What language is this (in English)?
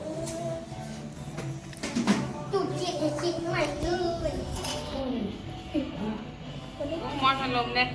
Lao